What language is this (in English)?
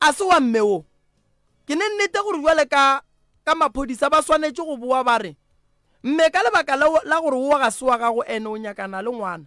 Northern Sotho